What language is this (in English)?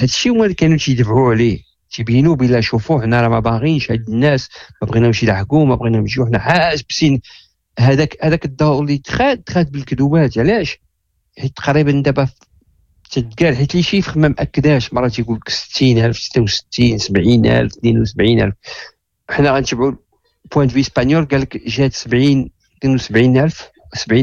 Moroccan Arabic